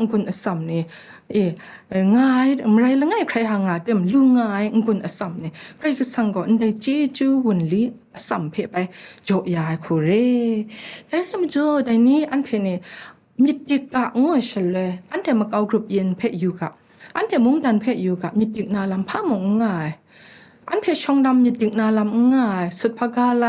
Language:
Kachin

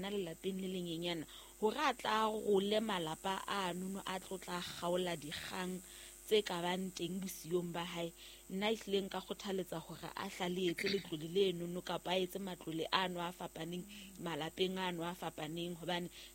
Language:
Southern Sotho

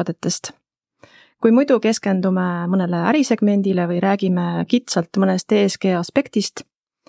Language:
Estonian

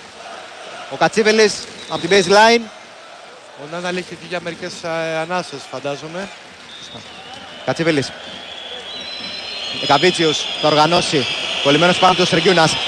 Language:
Greek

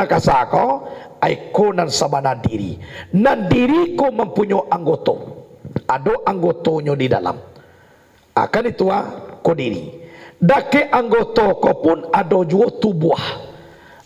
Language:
Minangkabau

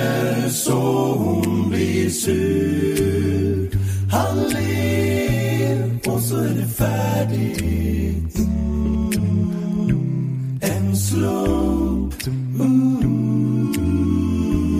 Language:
Swedish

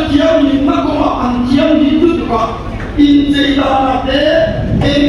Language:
Mizo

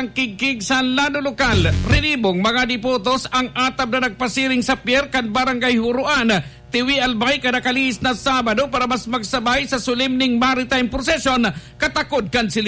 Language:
Bikol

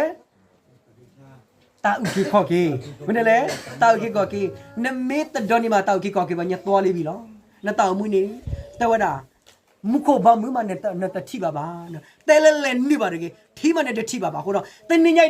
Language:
S'gaw Karen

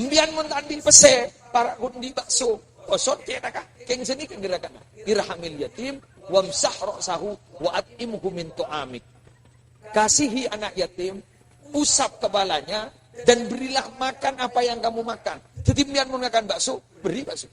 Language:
Madurese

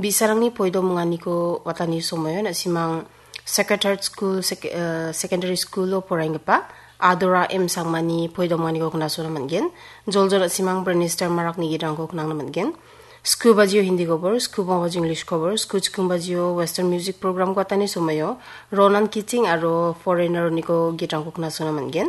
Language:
Garo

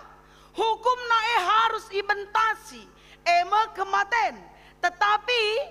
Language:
Batak Karo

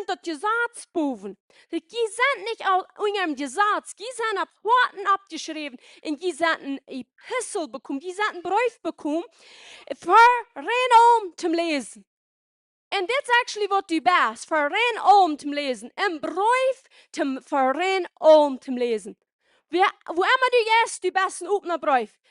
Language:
Plautdietsch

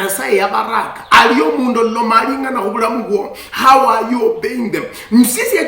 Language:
Luyia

